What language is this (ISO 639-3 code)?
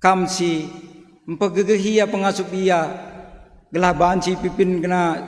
btx